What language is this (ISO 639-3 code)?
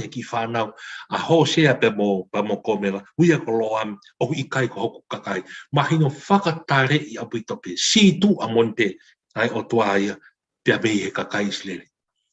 ton